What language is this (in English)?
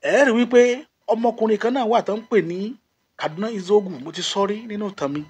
Yoruba